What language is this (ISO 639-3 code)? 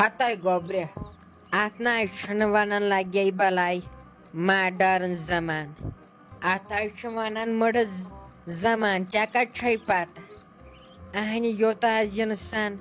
kas